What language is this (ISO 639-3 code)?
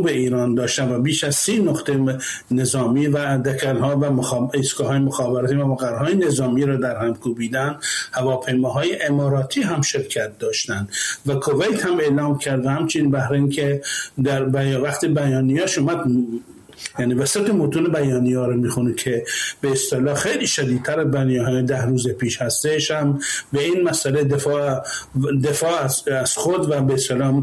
fas